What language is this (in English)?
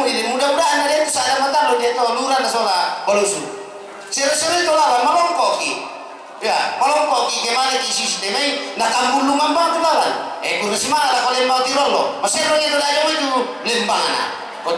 Toraja-Sa'dan